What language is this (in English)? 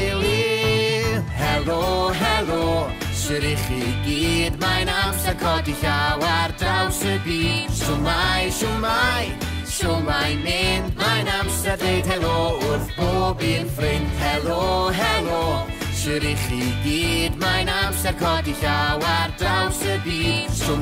Welsh